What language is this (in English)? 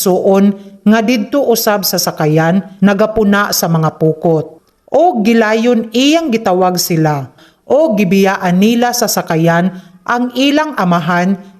Cebuano